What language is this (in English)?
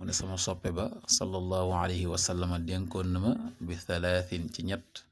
Wolof